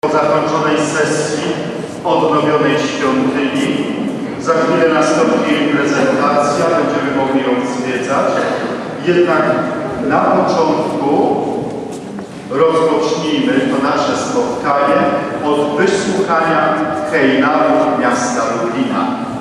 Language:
Polish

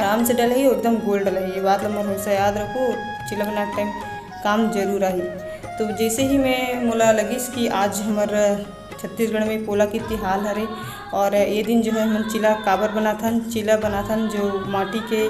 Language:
Chhattisgarhi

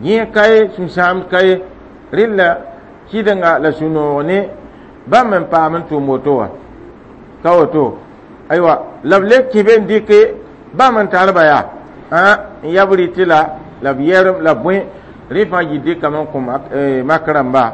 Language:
Mossi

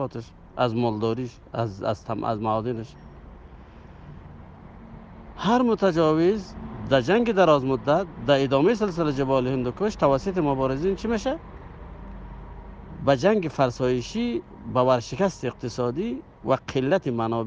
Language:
Persian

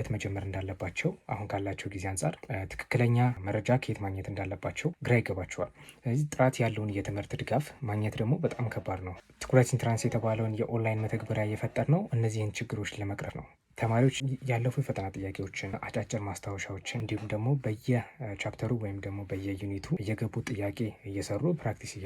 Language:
Amharic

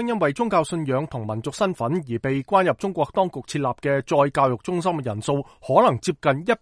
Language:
Cantonese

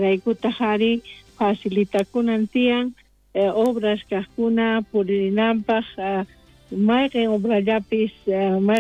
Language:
South Bolivian Quechua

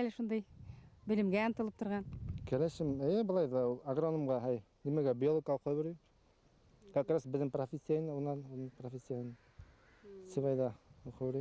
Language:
Bashkir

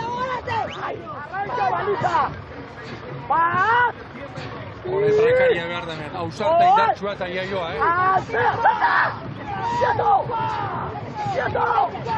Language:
Basque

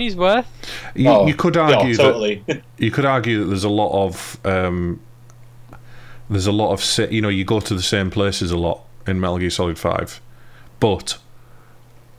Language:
English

